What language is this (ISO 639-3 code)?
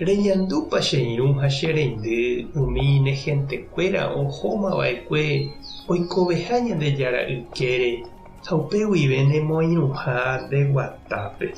grn